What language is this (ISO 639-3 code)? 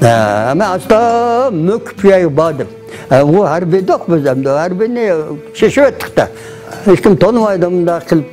uig